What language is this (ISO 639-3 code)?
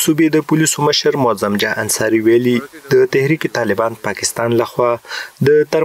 pus